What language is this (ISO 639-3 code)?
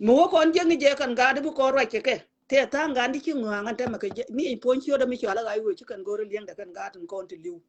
nus